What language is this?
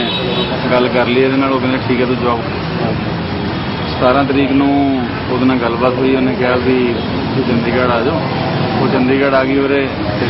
Punjabi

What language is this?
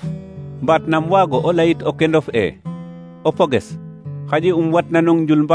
Serer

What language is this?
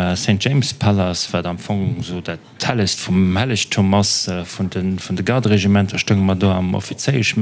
Luxembourgish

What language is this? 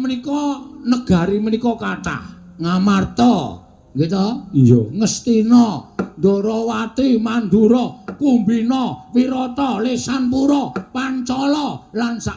Javanese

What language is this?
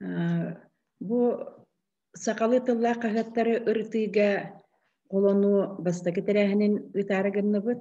Yakut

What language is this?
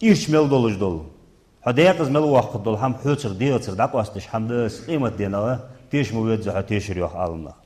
Ingush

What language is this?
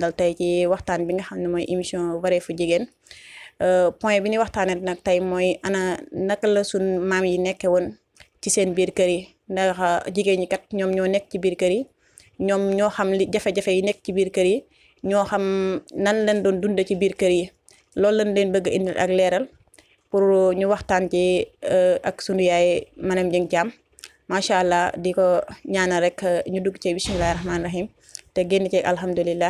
Wolof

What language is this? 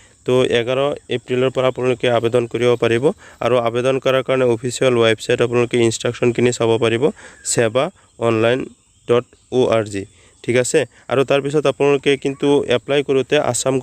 Assamese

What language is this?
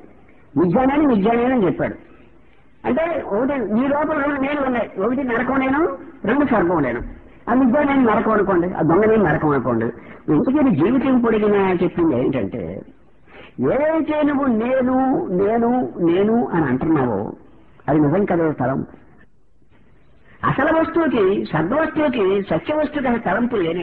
Telugu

